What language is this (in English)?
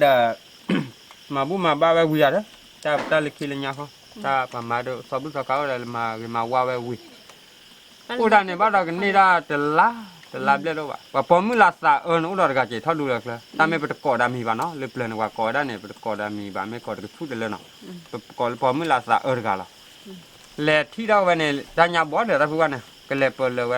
S'gaw Karen